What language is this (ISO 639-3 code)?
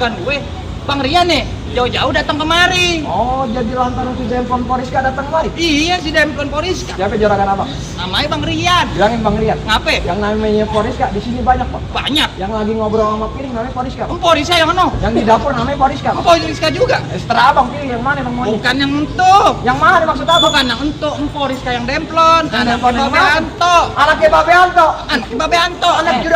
bew